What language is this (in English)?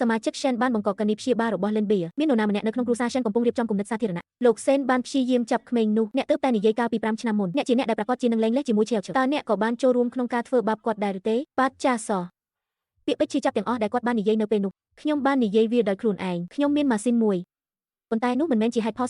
Khmer